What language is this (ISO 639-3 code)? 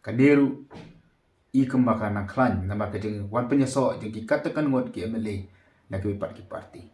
kha